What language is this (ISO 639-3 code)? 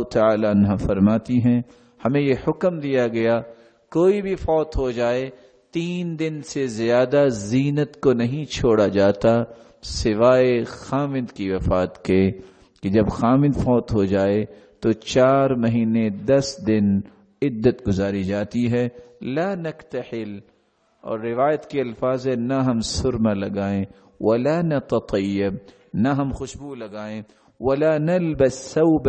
urd